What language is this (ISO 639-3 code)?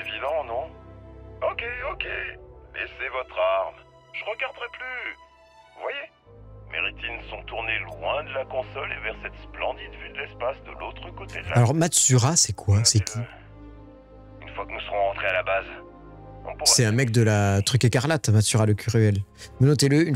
fra